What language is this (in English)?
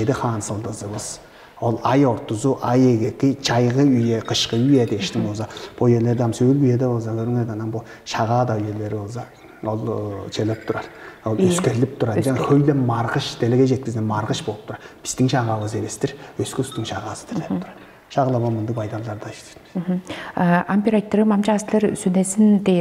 Tuvinian